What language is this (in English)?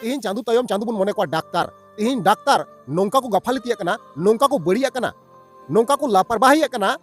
Santali